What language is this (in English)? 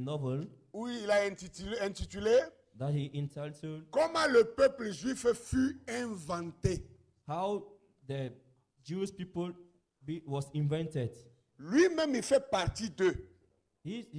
French